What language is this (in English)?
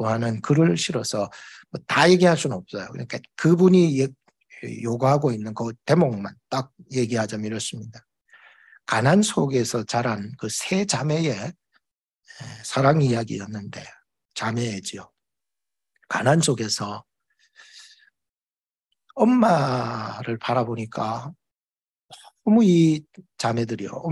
Korean